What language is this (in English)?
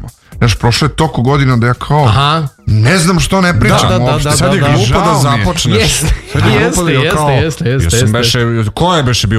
Serbian